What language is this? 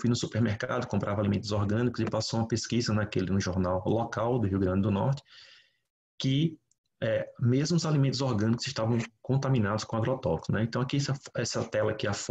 Portuguese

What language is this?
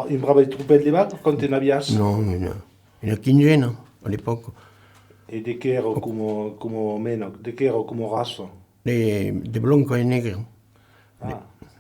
Occitan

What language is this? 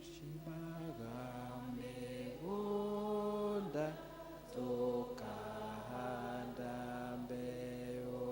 Kikuyu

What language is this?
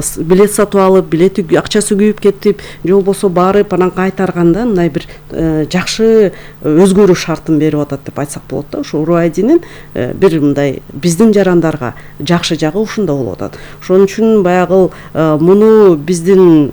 Kyrgyz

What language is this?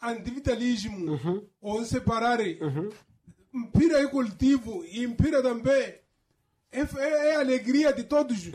Makhuwa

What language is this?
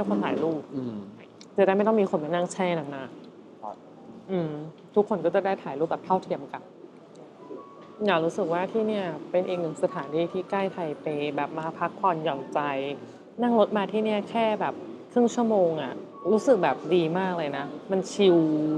Thai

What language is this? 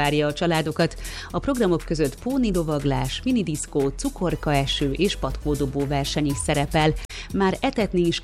Hungarian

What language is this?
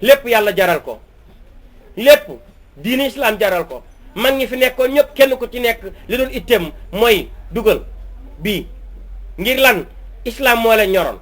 Wolof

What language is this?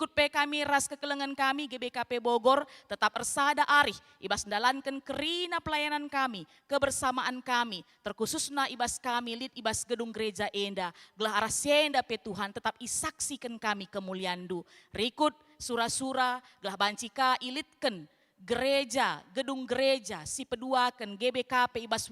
Batak Karo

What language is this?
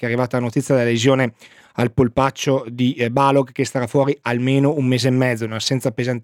Italian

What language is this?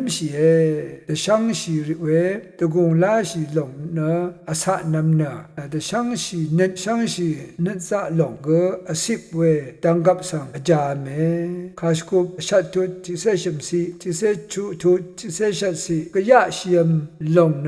Rawang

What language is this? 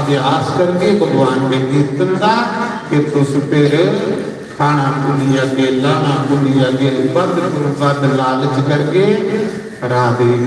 Dogri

